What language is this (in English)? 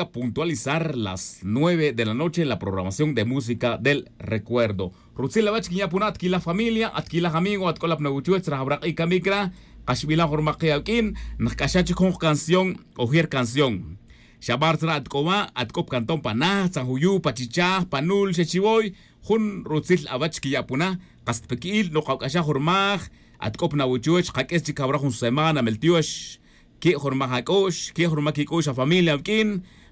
Tz'utujil